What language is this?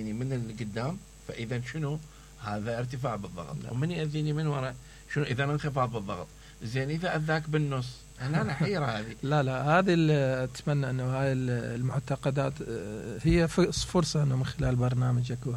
Mesopotamian Arabic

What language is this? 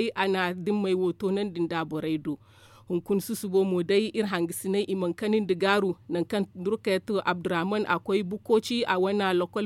Zarma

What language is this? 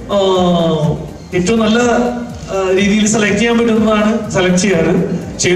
Malayalam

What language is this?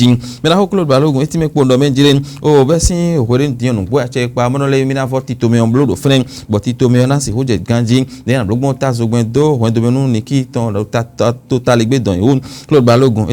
Fon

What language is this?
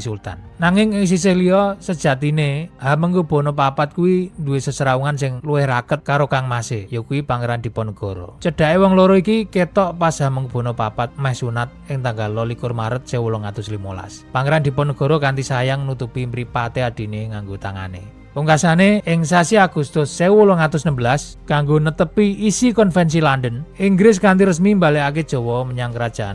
Javanese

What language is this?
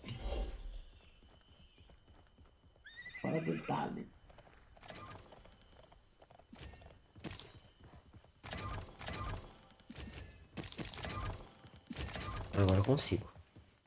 Portuguese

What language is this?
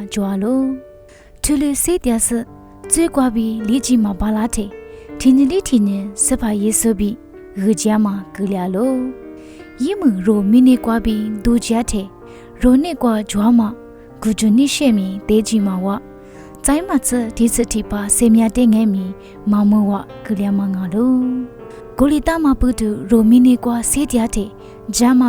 Lisu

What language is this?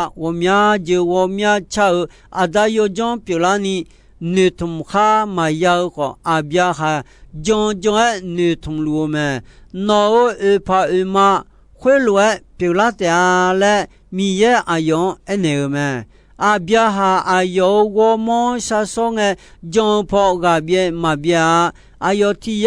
Akha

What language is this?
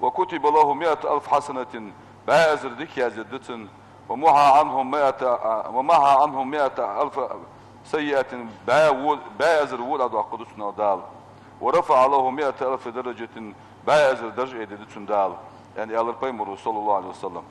Ingush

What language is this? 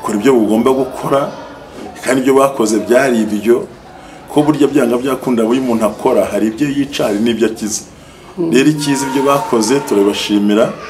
Kinyarwanda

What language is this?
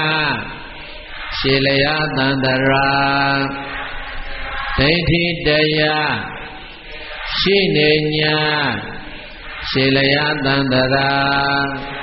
Burmese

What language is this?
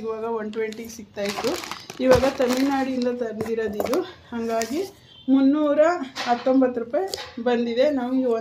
Kannada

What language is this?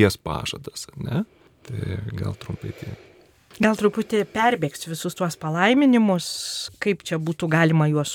Lithuanian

